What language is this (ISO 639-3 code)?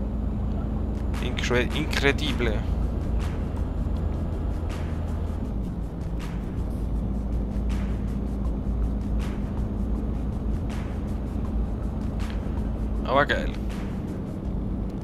deu